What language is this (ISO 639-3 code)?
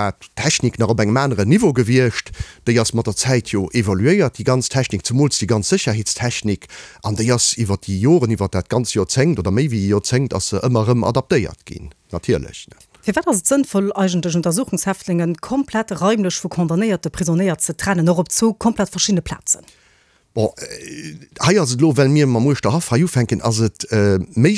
ltz